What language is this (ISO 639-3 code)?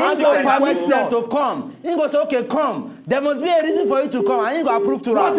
pcm